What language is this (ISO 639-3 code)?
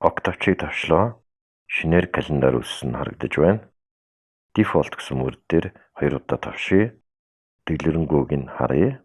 mon